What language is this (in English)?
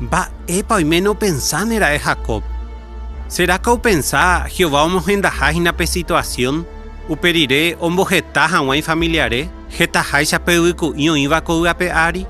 Guarani